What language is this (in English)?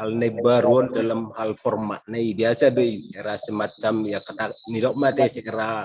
Batak Toba